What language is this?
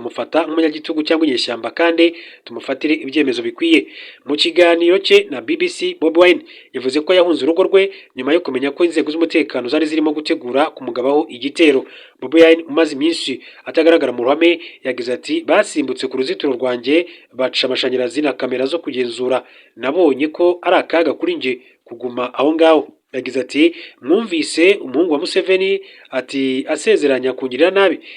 Kinyarwanda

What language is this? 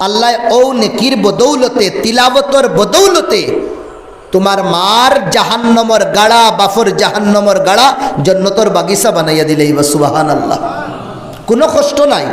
Sylheti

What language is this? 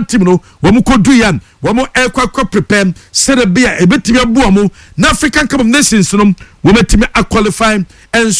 Akan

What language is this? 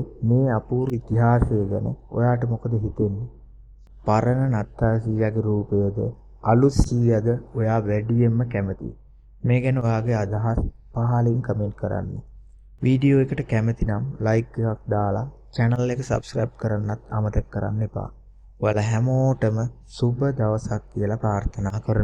Sinhala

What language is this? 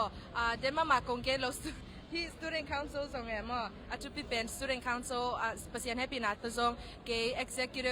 Tedim Chin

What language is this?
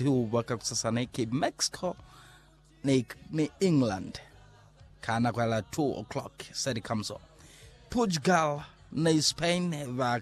Lozi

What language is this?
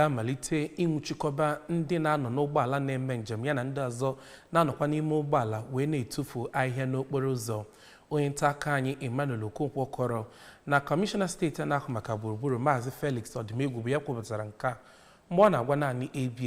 Igbo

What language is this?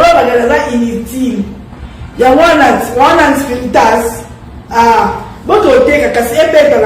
Lingala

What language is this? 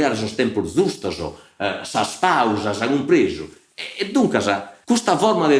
Sardinian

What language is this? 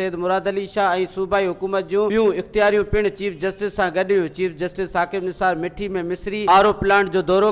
Sindhi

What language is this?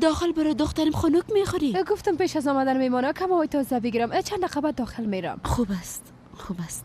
Persian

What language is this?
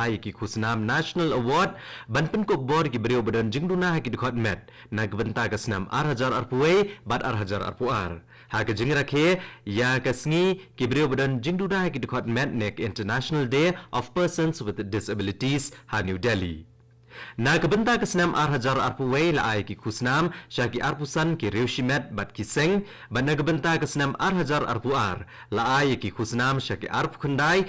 Khasi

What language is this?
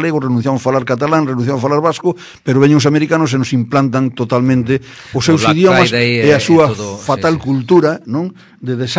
Galician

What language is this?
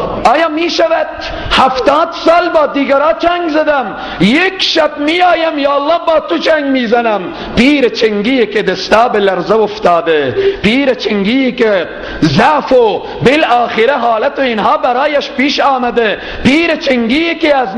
Persian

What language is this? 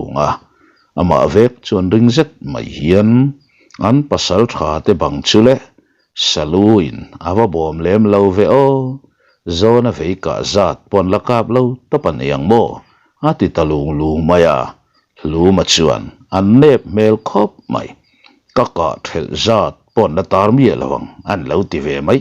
Mizo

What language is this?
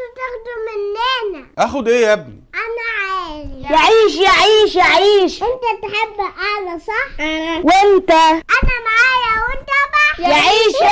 Egyptian Arabic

